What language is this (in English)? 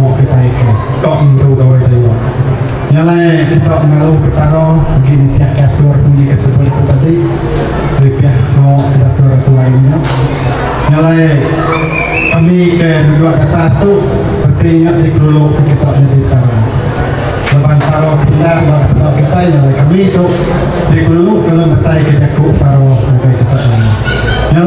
Iban